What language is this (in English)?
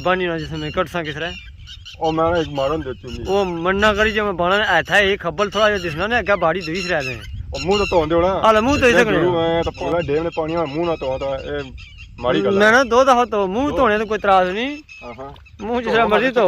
Pahari-Potwari